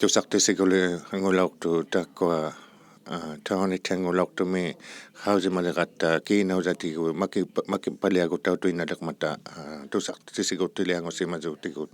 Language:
Inuktitut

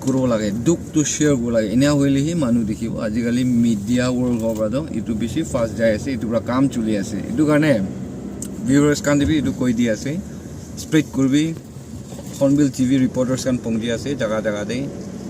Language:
Naga Pidgin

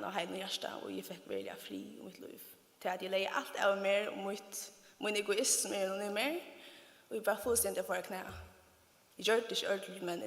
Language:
Faroese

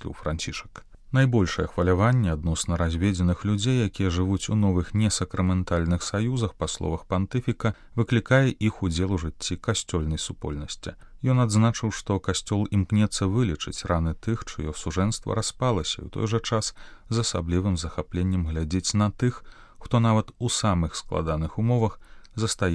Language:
Belarusian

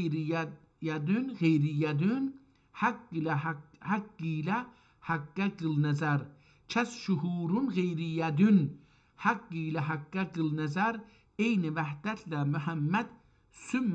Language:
South Azerbaijani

